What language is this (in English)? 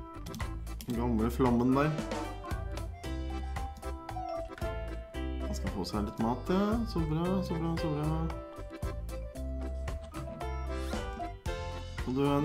Norwegian